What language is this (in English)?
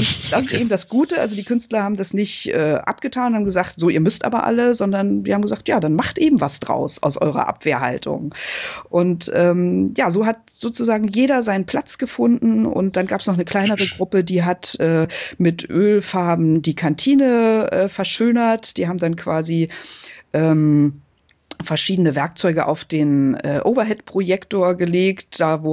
German